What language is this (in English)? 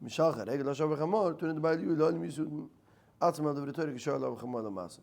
Yiddish